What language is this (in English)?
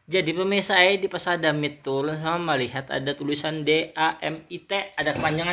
Banjar